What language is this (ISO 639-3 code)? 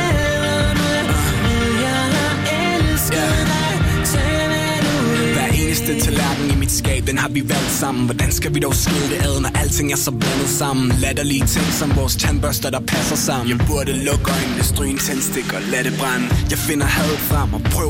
dan